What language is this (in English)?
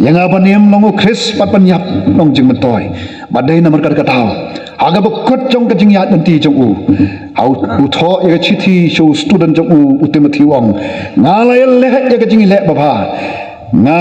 Khasi